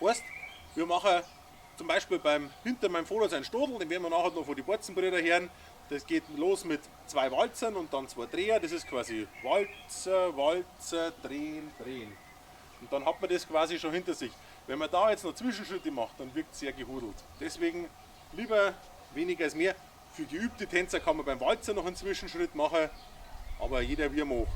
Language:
Bavarian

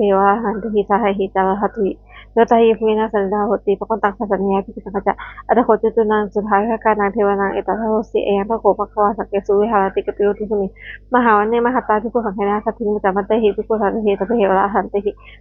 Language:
Pali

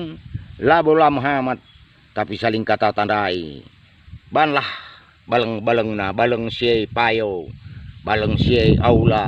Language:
Batak Karo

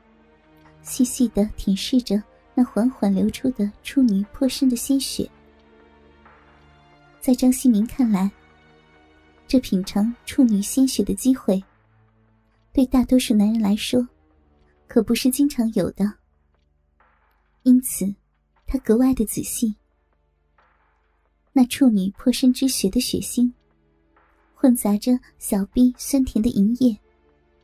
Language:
Chinese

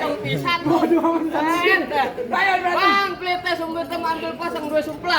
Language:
Betawi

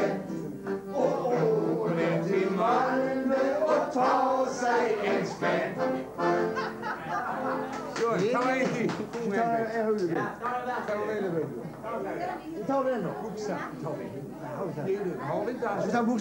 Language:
Swedish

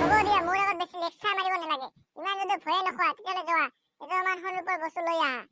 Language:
Assamese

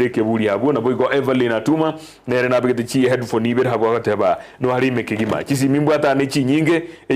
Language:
Gusii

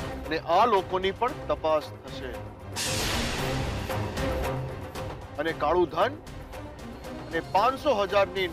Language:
Gujarati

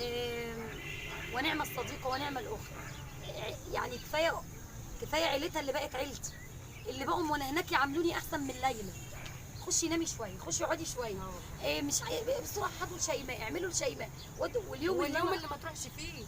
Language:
Egyptian Arabic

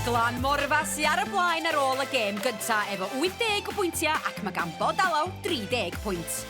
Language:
Welsh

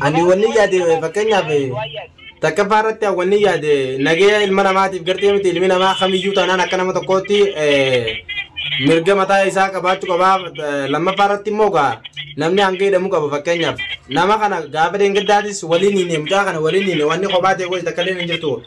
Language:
Oromo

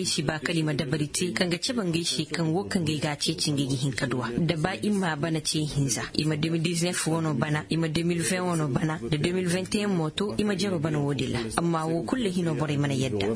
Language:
Zarma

